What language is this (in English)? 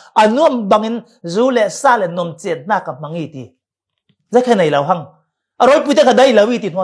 Falam Chin